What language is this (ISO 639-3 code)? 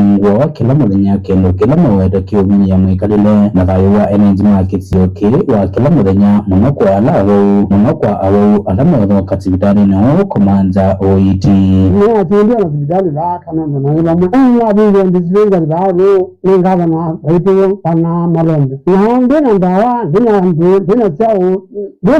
kam